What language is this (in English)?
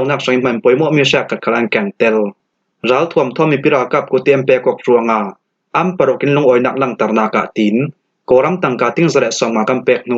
Falam Chin